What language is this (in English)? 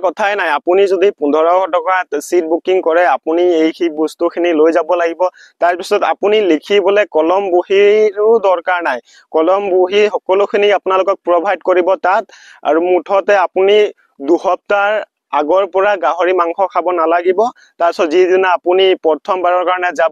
Assamese